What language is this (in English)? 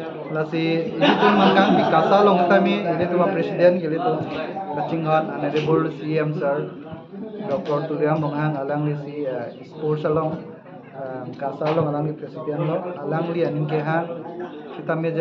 Karbi